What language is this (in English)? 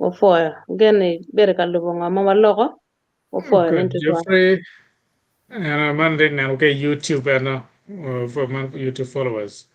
Acoli